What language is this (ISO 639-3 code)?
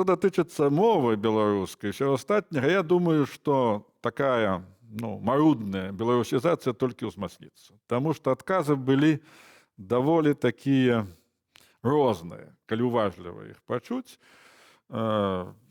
bel